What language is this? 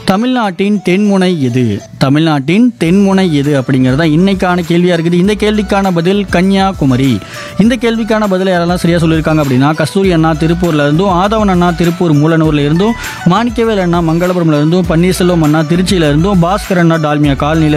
Tamil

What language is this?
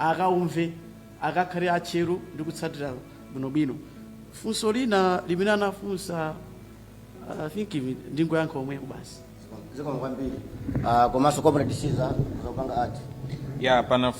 Nyanja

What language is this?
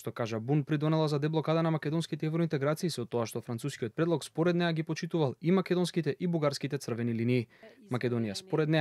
Macedonian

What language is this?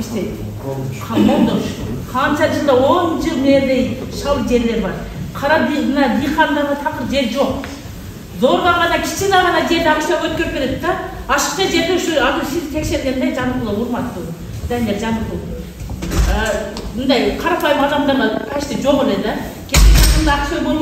Kyrgyz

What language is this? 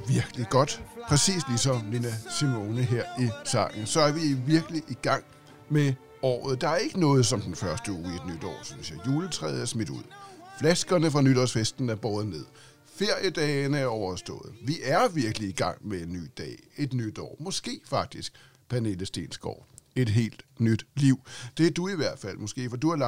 Danish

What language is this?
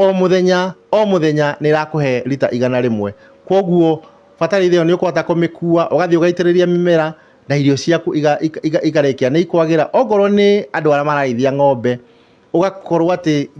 Kikuyu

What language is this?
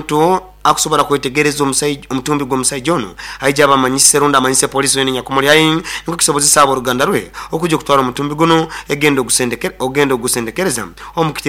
Nyoro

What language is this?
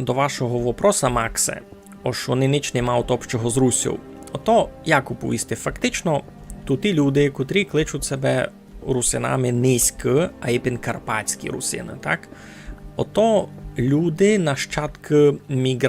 Rusyn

